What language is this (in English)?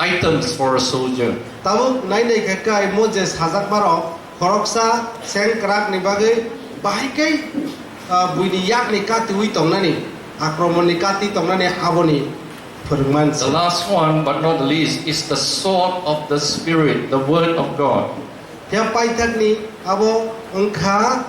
Kok Borok